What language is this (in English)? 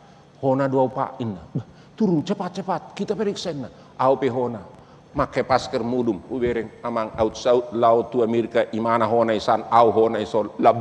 Batak Toba